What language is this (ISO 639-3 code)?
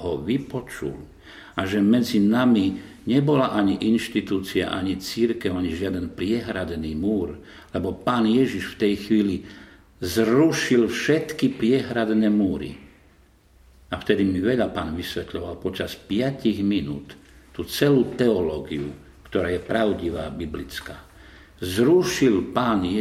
slk